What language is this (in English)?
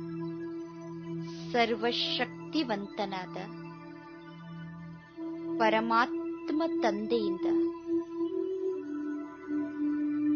Kannada